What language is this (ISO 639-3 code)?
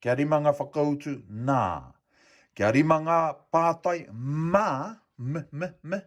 mri